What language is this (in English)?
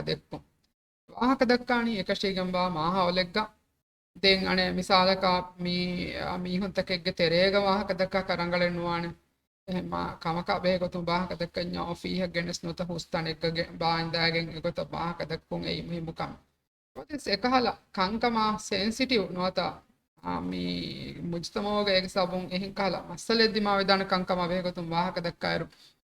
Divehi